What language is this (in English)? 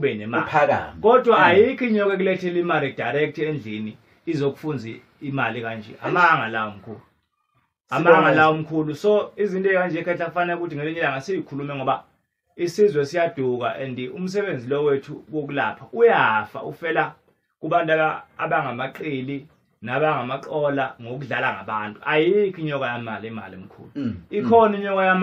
Zulu